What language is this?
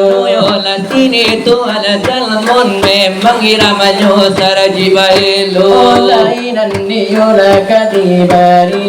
Minangkabau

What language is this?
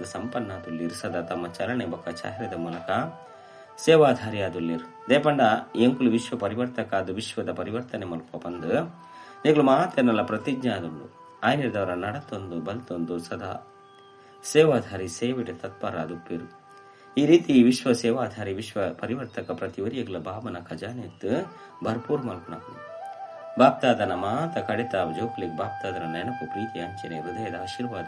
Tulu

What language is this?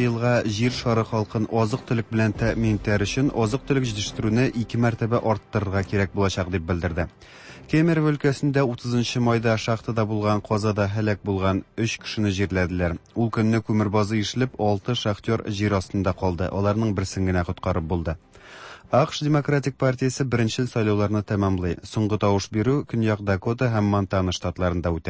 Tatar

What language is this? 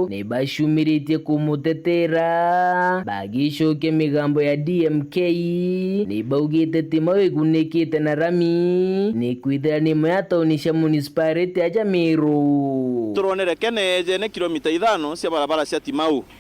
Meru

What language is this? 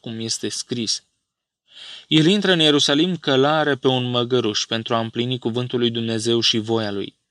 Romanian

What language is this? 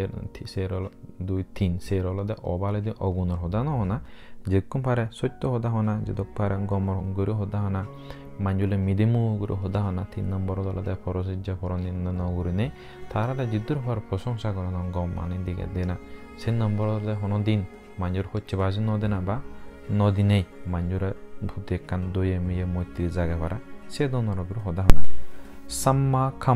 Chakma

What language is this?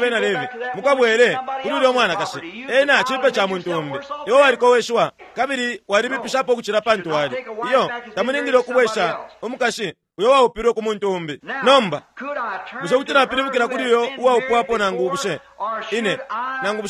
Bemba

